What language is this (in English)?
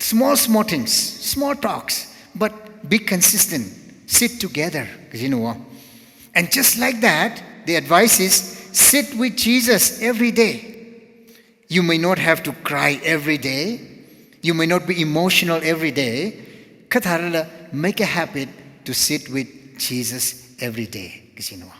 Tangkhul Naga (India)